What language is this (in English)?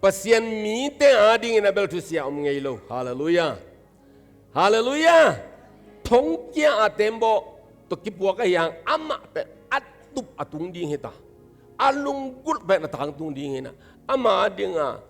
Tedim Chin